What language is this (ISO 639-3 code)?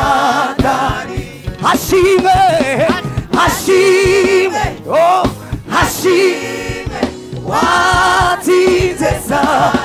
kin